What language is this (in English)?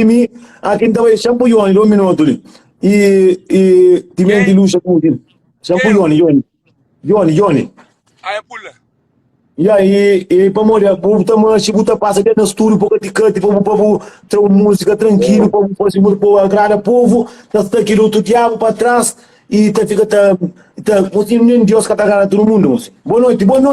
Kabuverdianu